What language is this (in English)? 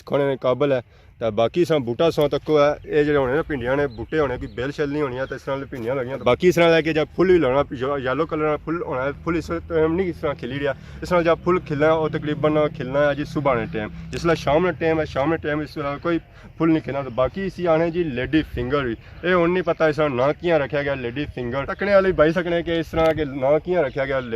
Pahari-Potwari